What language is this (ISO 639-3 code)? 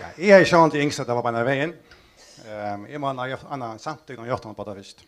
fao